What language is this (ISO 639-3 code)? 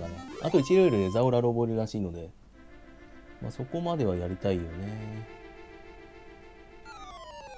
jpn